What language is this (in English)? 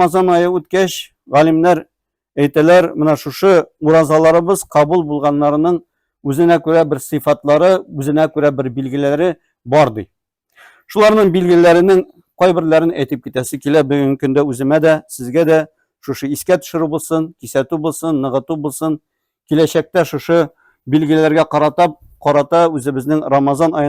Tatar